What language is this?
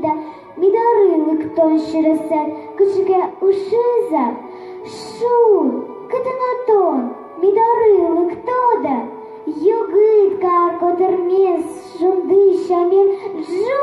Udmurt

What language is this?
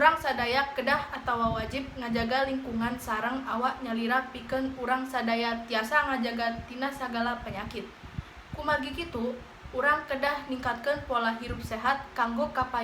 Sundanese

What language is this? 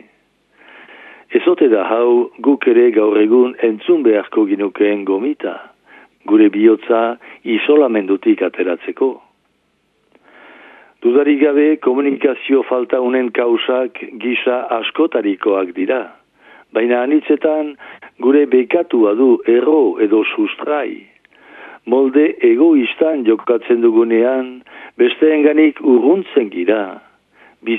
Basque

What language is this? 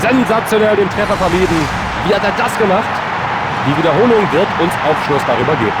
Bavarian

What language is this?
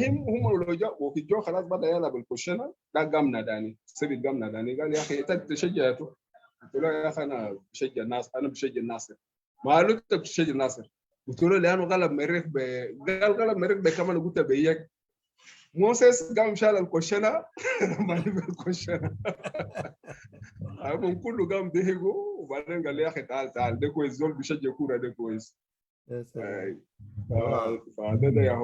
Sudanese Arabic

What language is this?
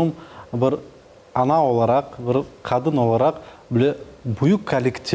Crimean Tatar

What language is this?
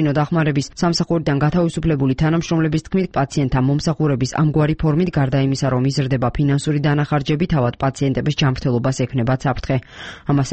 Georgian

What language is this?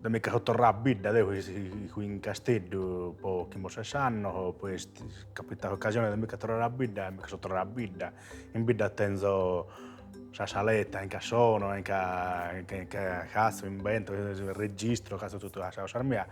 Sardinian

